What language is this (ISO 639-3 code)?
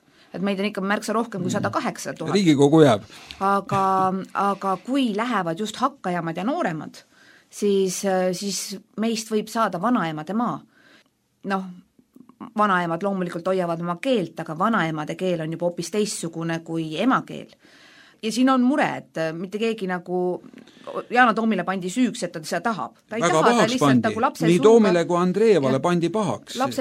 est